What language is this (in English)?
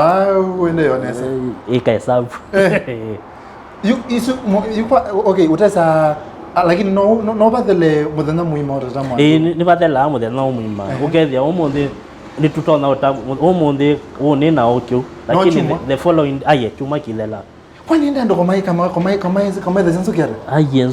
Kamba